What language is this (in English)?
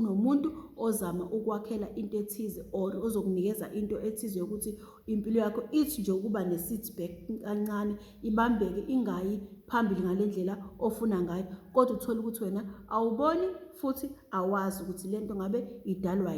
Zulu